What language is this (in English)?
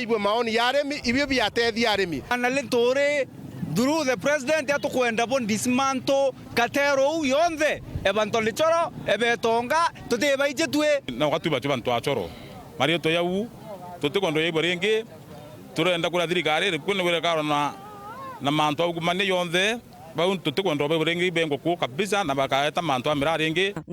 Meru